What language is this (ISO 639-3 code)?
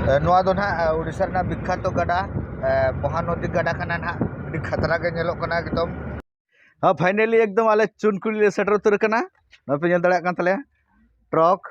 sat